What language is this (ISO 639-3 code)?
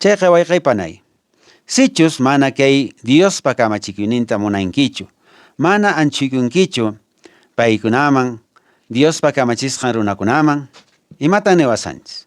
que